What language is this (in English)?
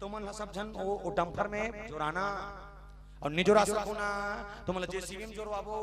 Chhattisgarhi